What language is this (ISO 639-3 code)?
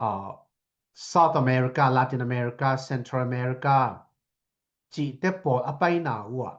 ctd